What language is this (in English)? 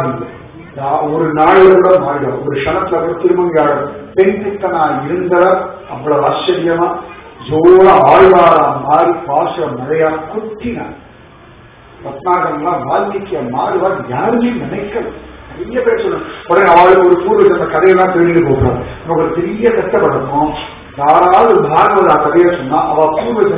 Tamil